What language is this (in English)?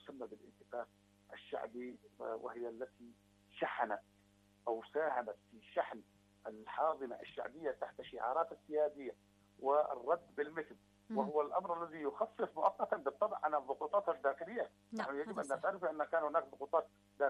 Arabic